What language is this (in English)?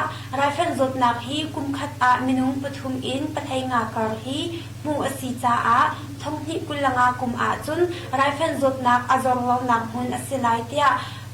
Hakha Chin